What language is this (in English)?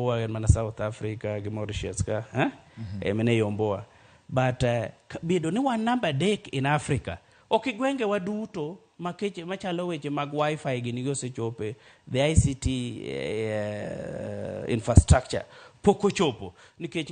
Luo (Kenya and Tanzania)